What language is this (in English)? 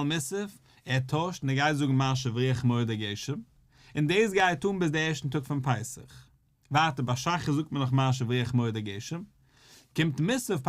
Yiddish